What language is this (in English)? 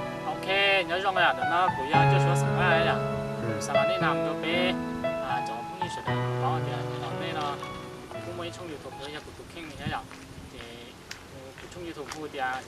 Hmong